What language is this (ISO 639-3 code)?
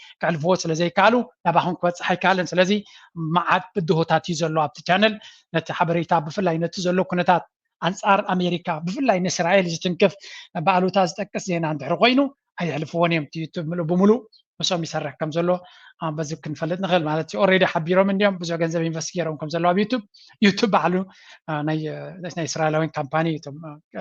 tir